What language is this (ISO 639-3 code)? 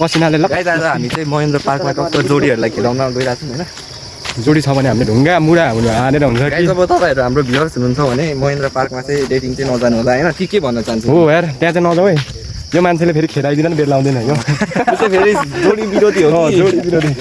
nep